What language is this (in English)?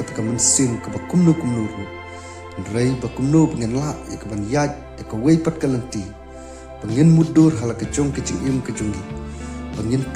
Khasi